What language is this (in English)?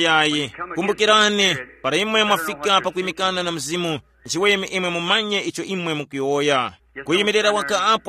Tumbuka